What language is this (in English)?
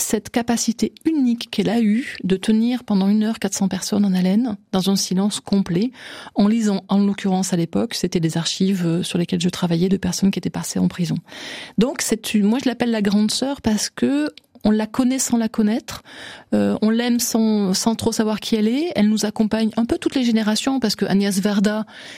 French